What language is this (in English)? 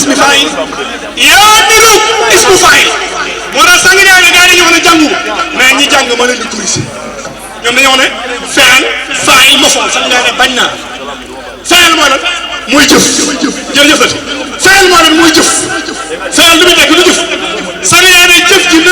Wolof